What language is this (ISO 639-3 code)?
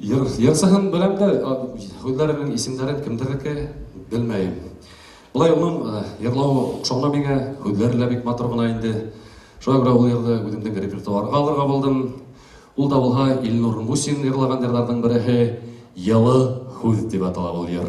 bak